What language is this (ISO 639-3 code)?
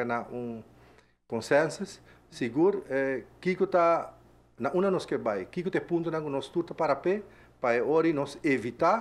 pap